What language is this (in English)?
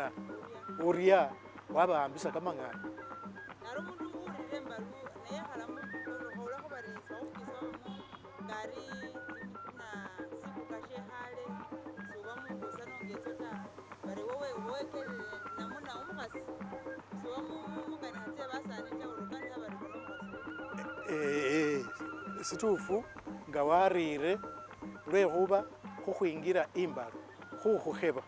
Masaaba